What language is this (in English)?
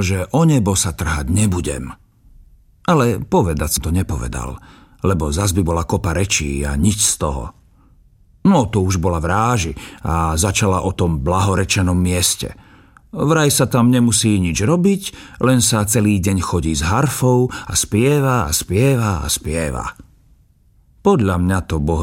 Slovak